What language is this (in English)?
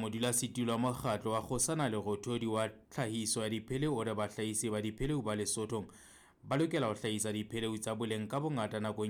Southern Sotho